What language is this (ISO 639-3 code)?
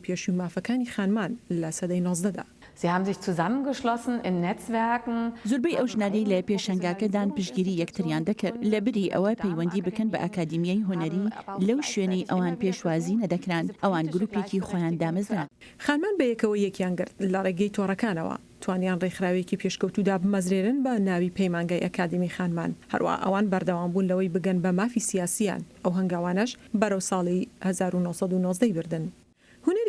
ckb